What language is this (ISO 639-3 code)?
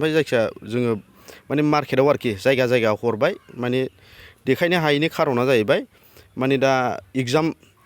brx